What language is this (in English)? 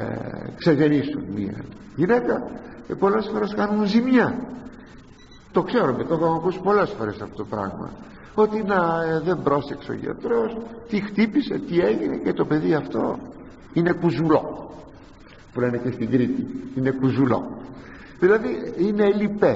Greek